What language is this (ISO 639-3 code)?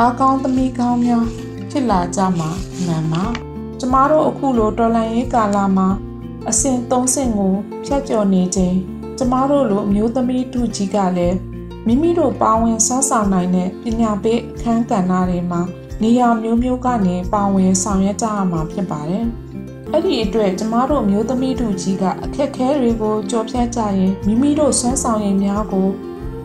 mya